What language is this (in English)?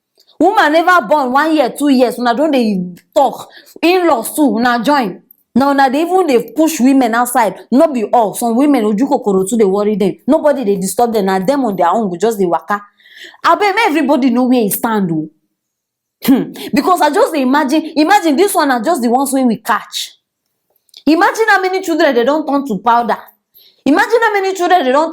Nigerian Pidgin